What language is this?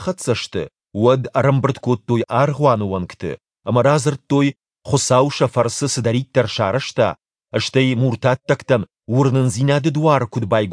Ossetic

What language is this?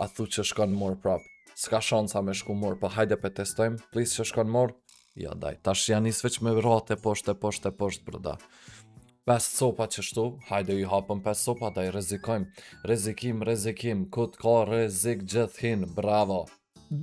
Albanian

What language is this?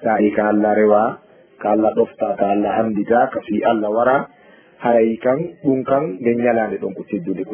Fula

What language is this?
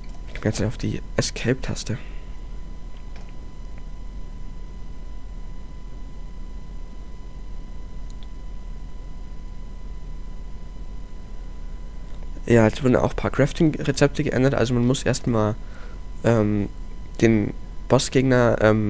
German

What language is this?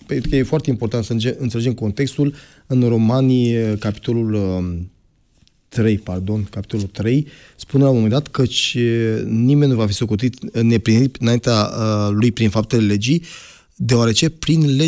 Romanian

